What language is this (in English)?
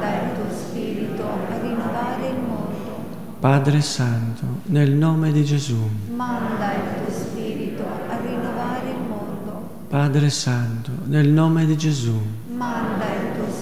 Italian